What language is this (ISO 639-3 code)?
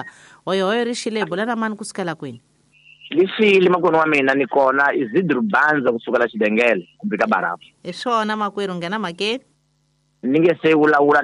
tso